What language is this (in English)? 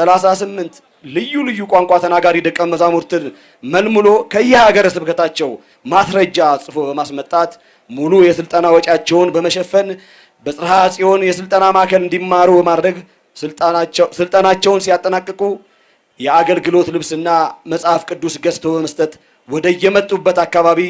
Amharic